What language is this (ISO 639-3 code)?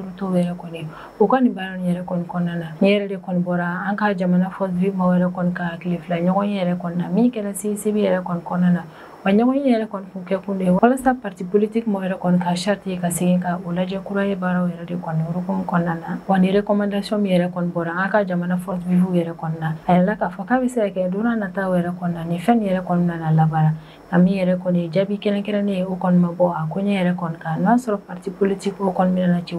bam